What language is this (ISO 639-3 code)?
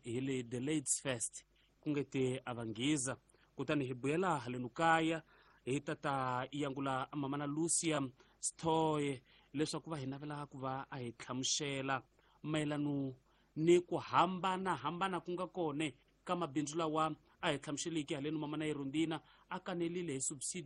tso